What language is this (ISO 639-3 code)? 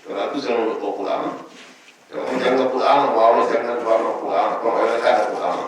ful